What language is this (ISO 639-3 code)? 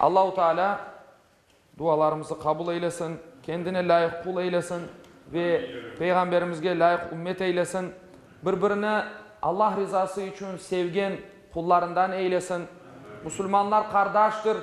crh